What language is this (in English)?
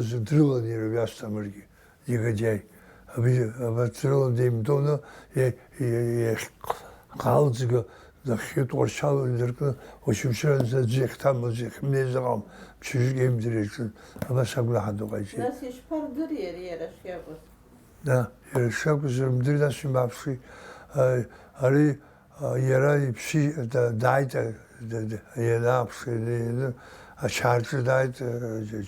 Abkhazian